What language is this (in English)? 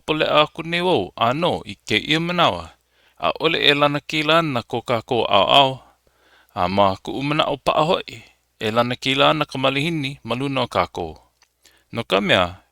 Hawaiian